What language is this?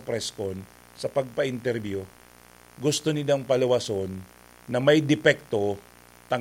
Bikol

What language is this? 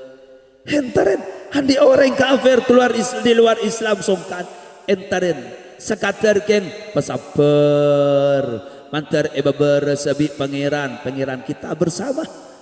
Madurese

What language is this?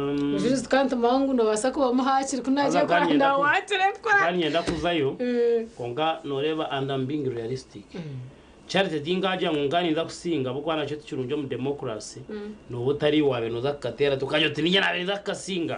Nyankole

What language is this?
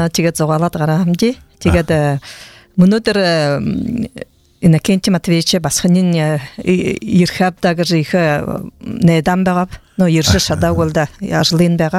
Buriat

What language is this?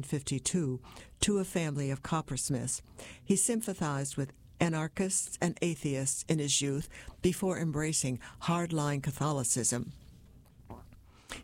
English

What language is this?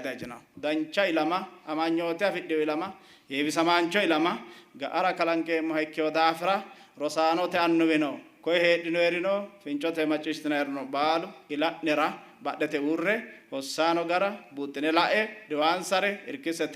Sidamo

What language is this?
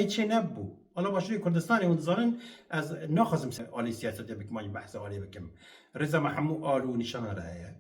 Kurdish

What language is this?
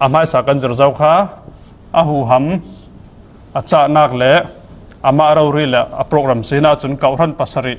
Falam Chin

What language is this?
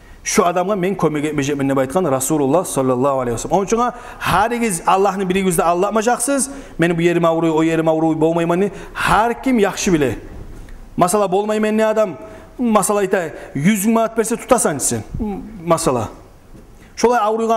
Kumyk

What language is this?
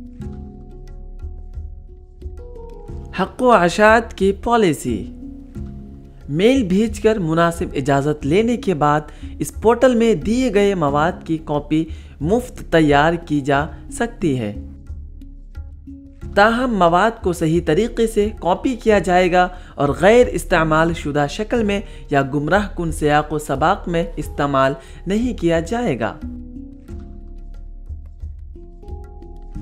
Urdu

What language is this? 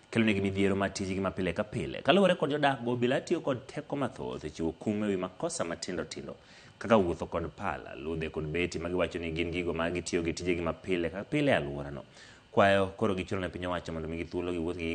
Luo (Kenya and Tanzania)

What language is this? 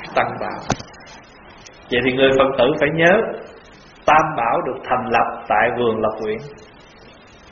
Vietnamese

